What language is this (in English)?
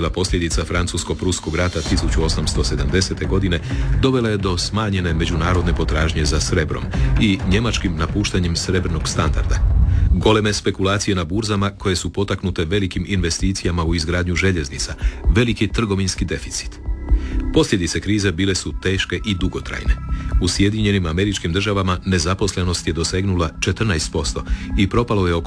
Croatian